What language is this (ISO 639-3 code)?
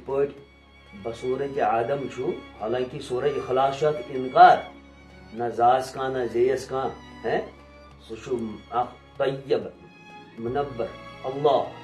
kas